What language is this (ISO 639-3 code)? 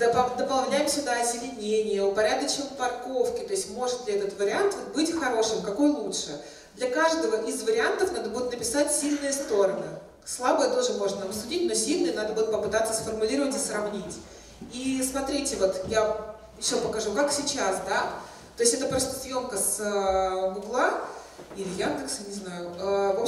rus